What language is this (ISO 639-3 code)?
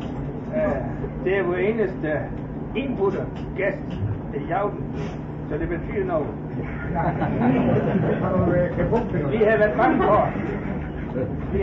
dan